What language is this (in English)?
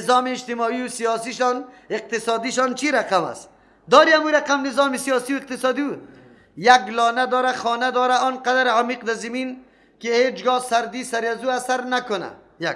Persian